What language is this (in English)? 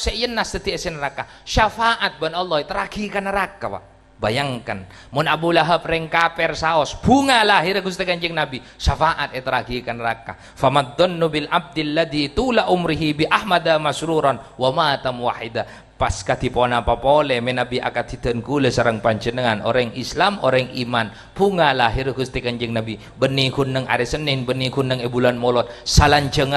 Madurese